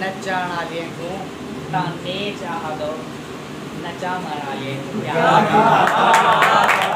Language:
Saraiki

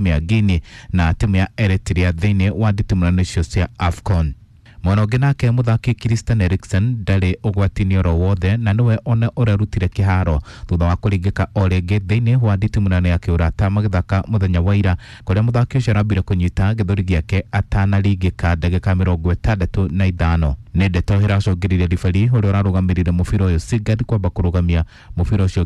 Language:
Kikuyu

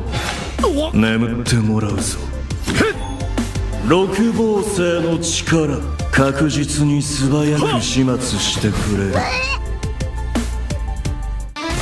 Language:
Japanese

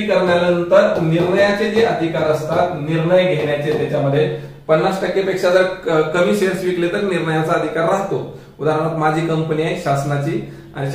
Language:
Marathi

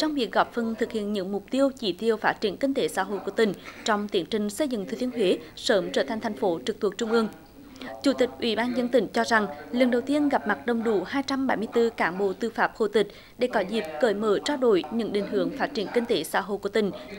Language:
Vietnamese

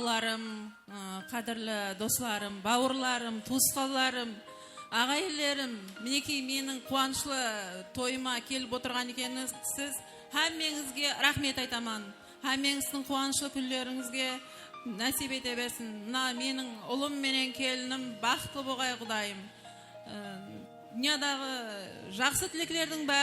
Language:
Kara-Kalpak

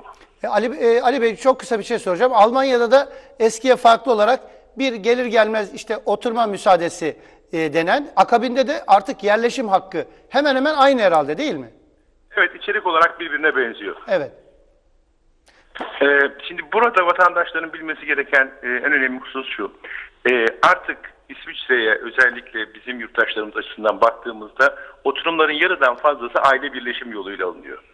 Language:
Turkish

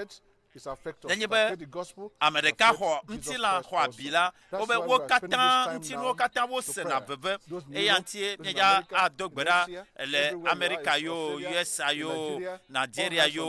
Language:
Ewe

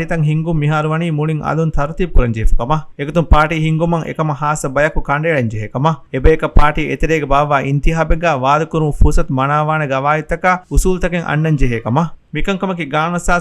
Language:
Divehi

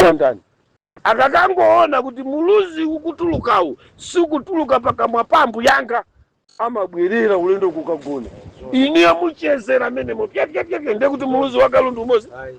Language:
Nyanja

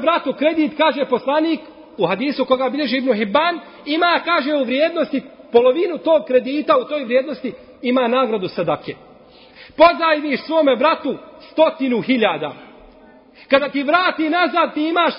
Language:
Bosnian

